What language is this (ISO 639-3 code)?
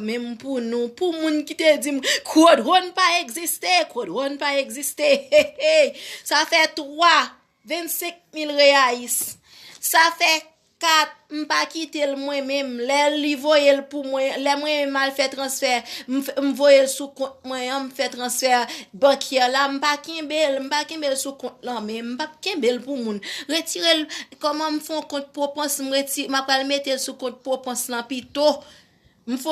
hat